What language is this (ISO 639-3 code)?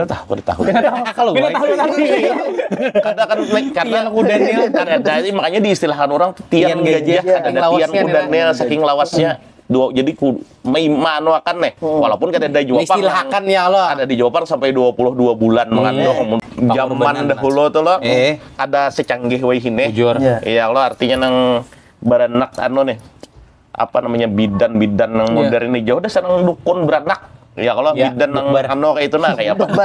bjn